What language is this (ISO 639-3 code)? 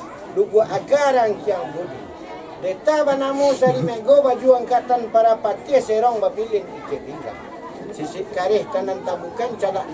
min